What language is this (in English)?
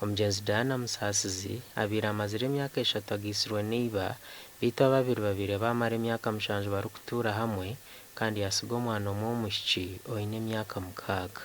Nyankole